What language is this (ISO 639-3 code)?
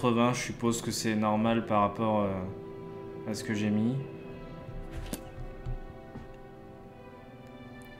fra